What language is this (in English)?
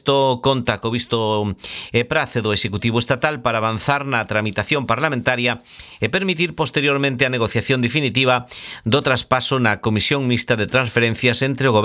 Galician